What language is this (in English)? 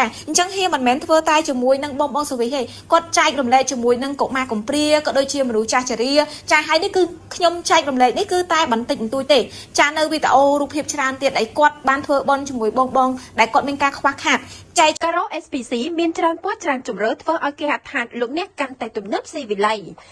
Khmer